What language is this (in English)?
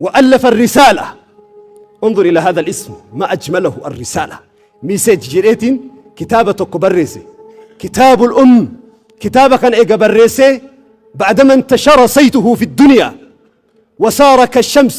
Oromo